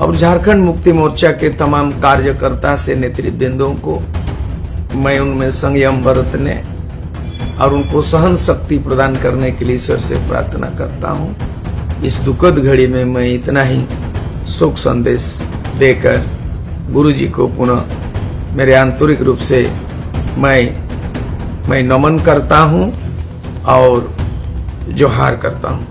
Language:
Santali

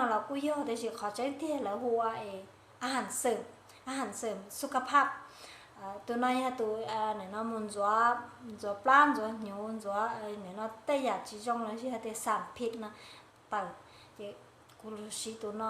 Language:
Hmong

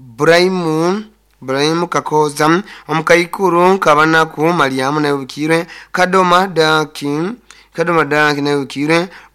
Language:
Nyoro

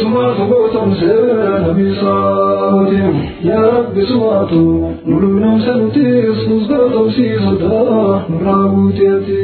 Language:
Oromo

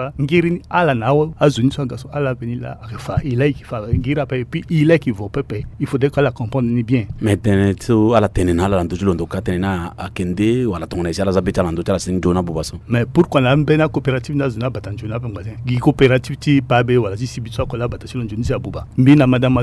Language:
Sango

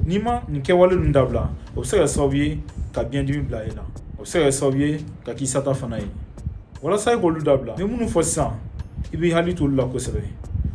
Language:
Bambara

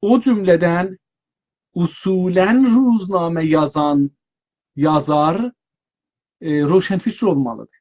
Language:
South Azerbaijani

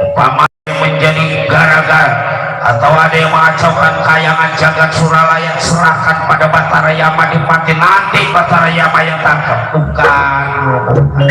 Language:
Betawi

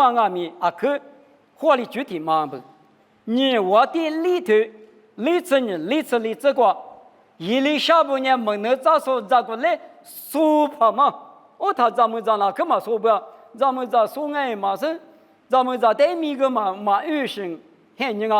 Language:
Lisu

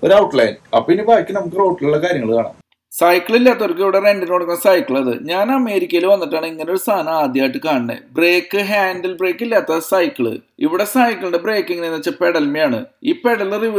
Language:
Malayalam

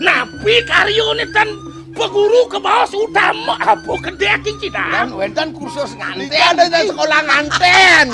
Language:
Balinese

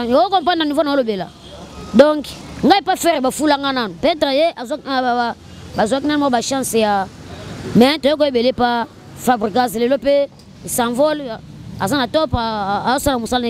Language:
Lingala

